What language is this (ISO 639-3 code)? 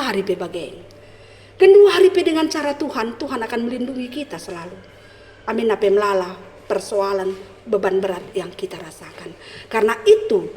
btx